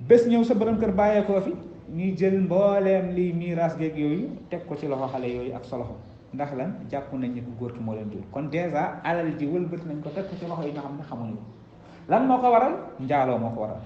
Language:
Wolof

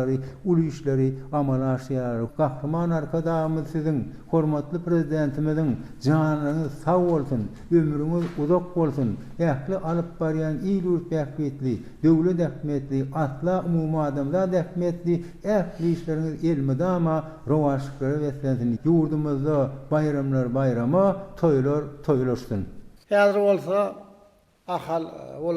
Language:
Turkmen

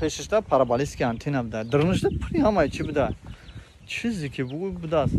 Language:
Tajik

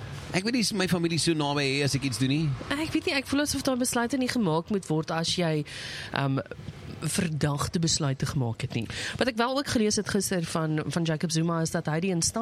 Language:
Afrikaans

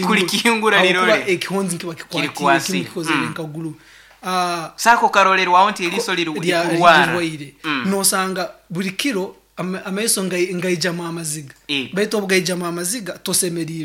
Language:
Nyoro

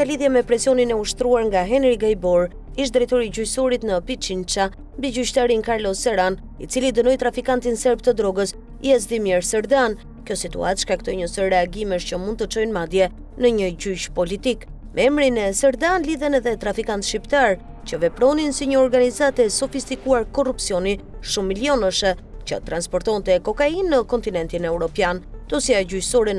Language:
Albanian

